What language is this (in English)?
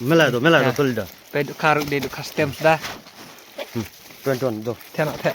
Khasi